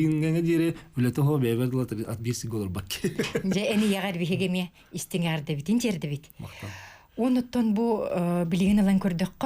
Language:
Yakut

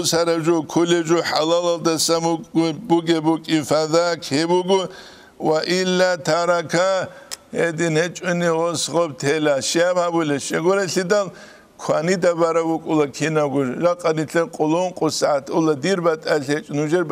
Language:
Avaric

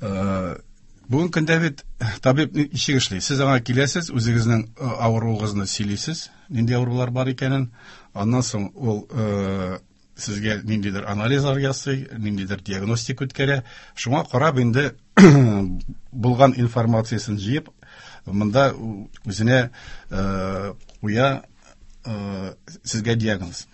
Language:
Tatar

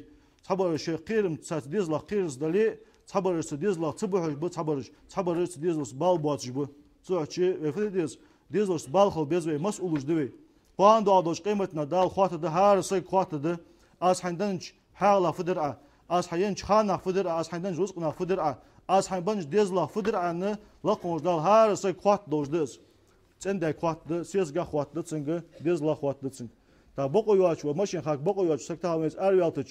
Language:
Ingush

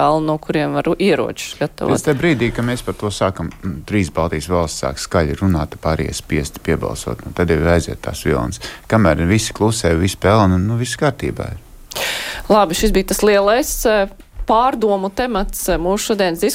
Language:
Latvian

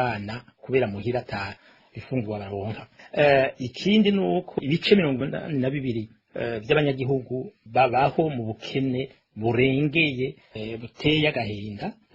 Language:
Rundi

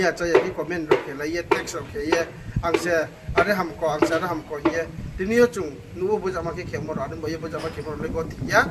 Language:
Riang (India)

